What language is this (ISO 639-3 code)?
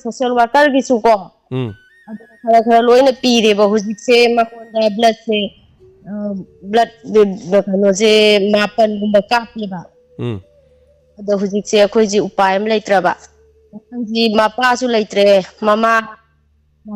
mni